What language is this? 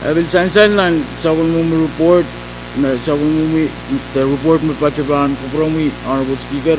Pohnpeian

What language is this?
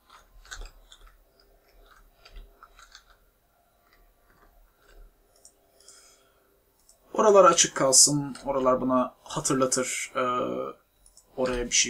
Turkish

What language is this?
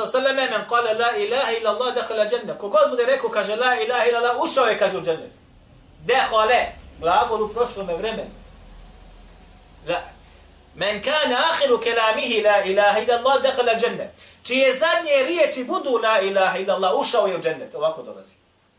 Bosnian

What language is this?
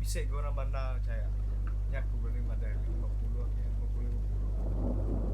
Iban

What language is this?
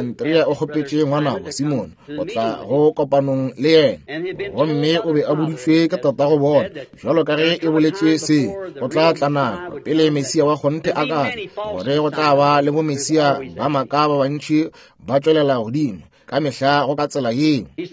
Northern Sotho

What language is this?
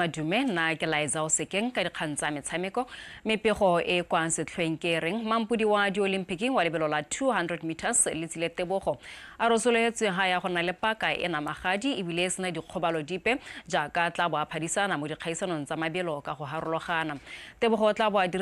Tswana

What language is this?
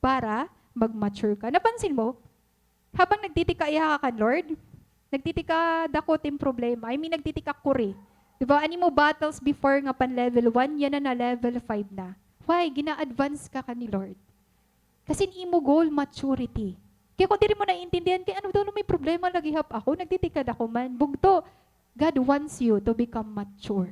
Waray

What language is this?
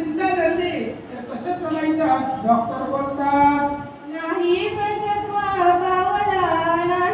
Marathi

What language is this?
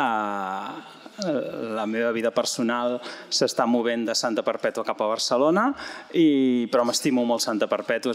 Catalan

